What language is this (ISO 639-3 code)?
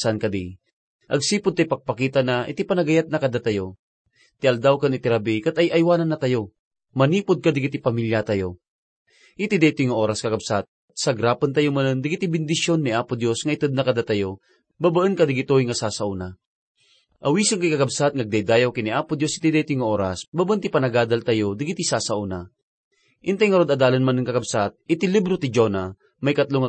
ilo